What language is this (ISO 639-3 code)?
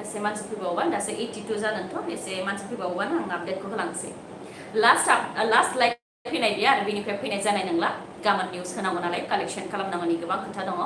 brx